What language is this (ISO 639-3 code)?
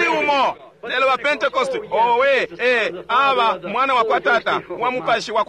bem